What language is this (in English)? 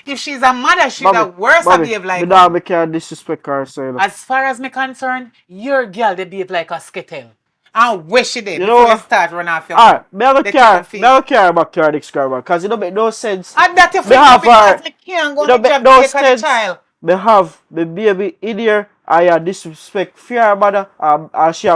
Jamaican Creole English